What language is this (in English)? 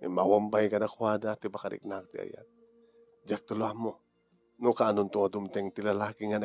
Iloko